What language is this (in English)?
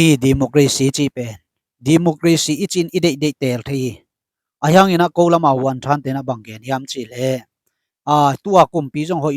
Tedim Chin